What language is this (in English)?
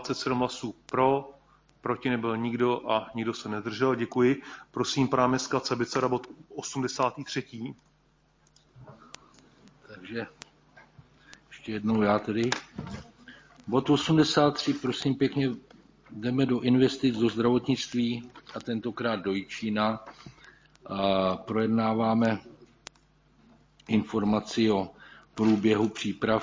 Czech